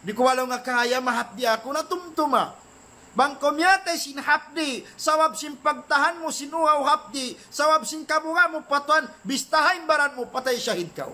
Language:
Tausug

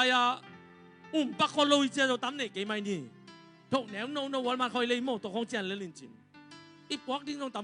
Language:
Tedim Chin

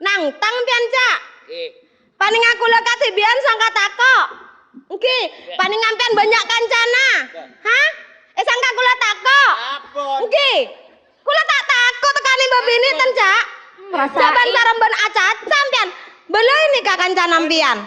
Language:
Madurese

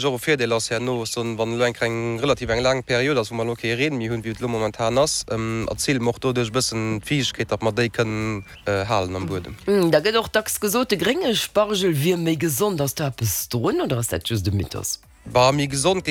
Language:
Luxembourgish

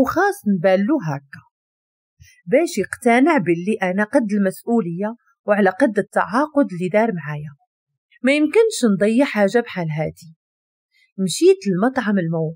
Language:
Moroccan Arabic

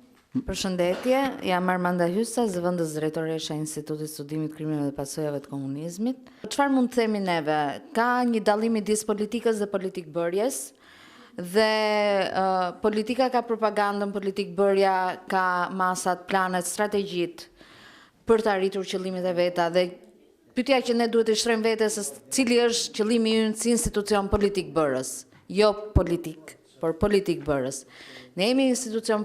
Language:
Albanian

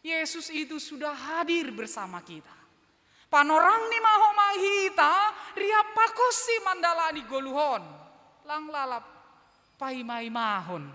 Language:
Batak Simalungun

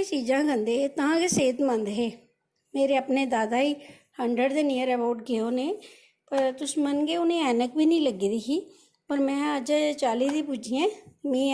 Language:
Dogri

